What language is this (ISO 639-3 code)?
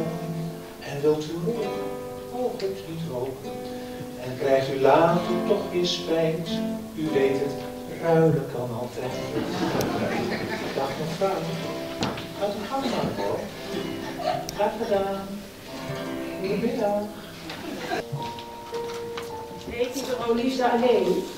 nld